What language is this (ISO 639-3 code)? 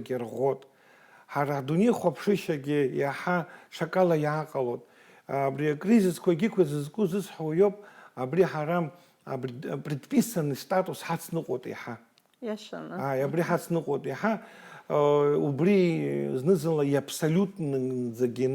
abk